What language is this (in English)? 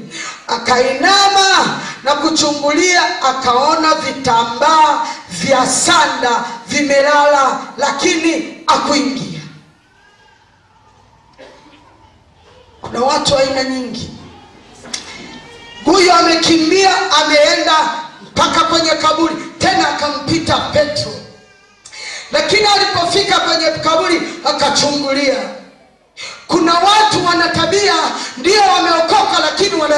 Swahili